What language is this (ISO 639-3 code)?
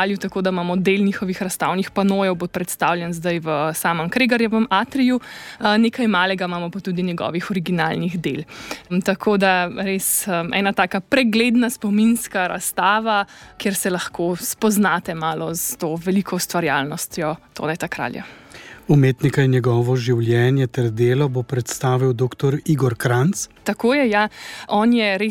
slv